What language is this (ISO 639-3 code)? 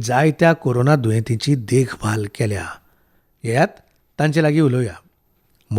kok